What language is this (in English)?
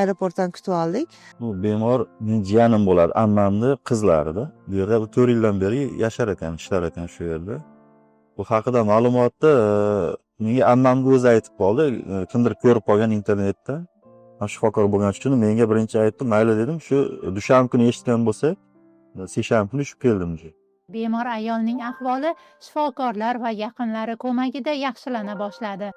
Uzbek